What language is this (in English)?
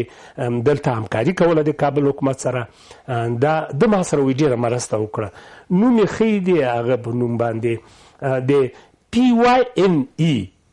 Pashto